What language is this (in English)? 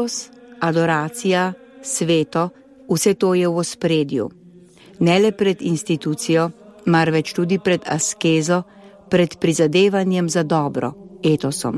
Slovenian